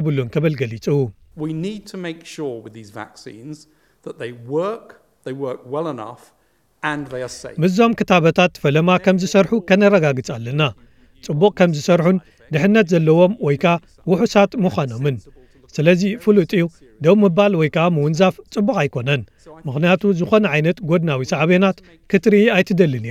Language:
Tigrinya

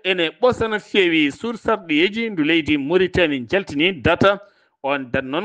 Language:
Fula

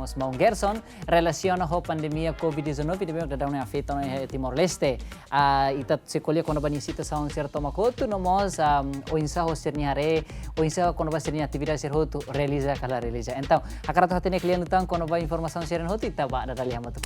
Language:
Tetum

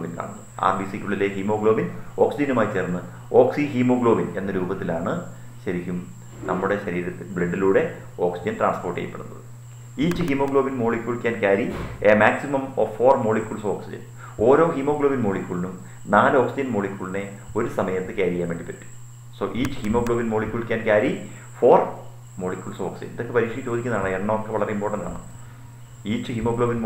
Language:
Malayalam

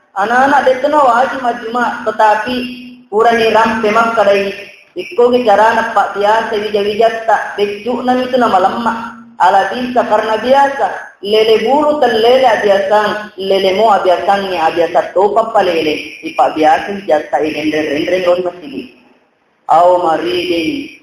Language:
Buginese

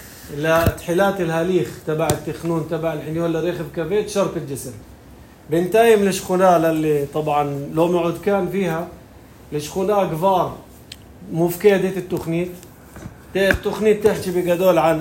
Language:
North Levantine Arabic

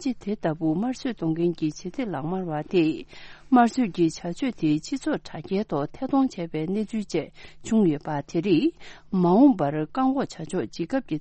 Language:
Tibetan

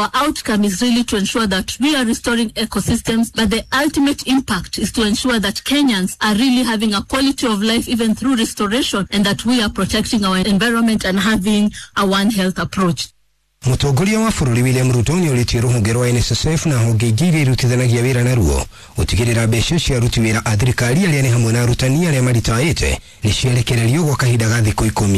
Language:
Kikuyu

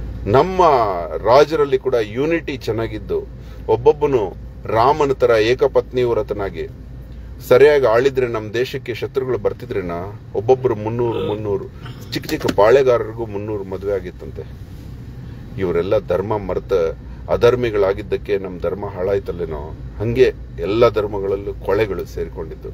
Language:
Kannada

